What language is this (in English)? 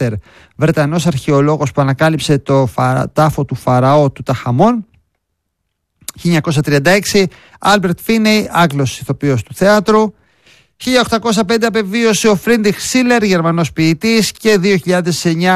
Greek